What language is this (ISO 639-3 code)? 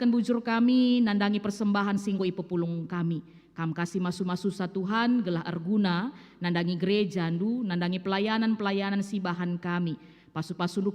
btx